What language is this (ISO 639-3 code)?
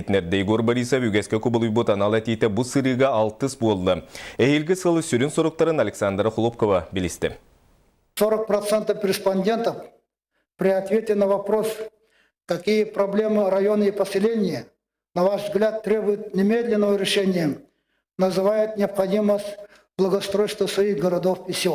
sah